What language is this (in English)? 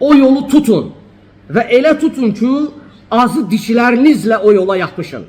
Azerbaijani